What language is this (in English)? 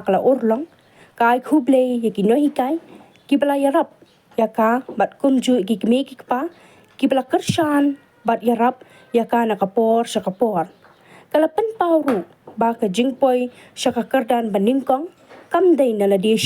Khasi